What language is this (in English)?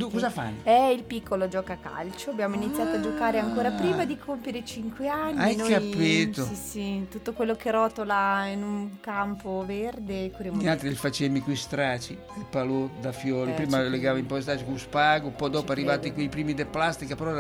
Italian